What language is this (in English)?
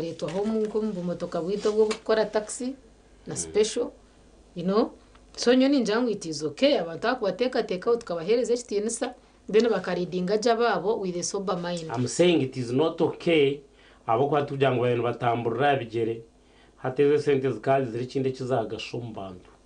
Nyankole